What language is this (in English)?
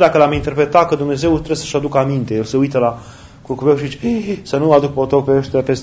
Romanian